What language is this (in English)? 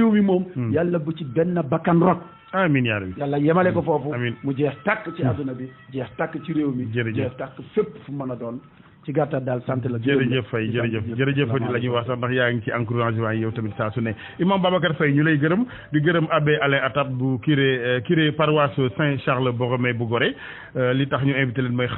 Wolof